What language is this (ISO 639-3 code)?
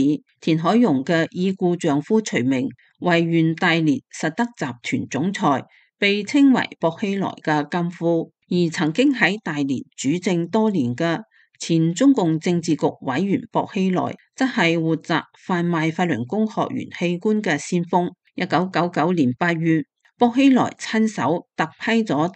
yue